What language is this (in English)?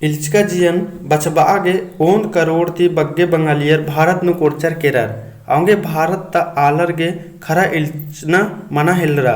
Kurukh